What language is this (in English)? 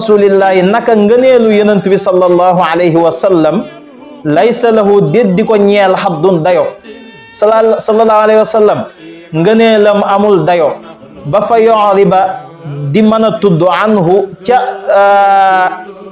Wolof